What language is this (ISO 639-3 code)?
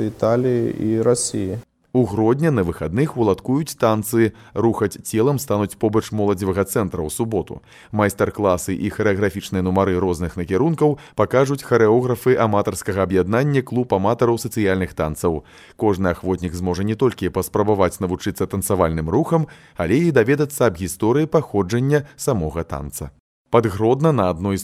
bel